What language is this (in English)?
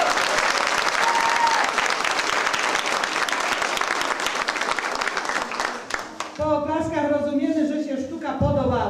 Polish